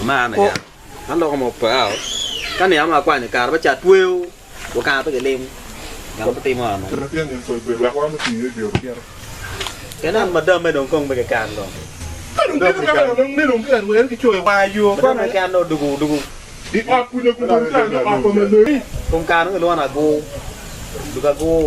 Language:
Acoli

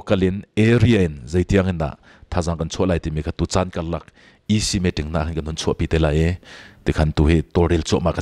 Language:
Hakha Chin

